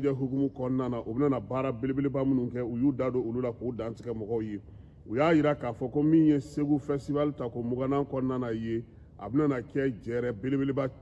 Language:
Bambara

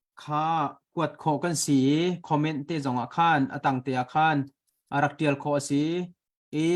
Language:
Hakha Chin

